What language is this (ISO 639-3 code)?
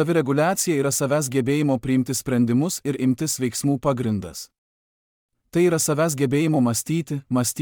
lit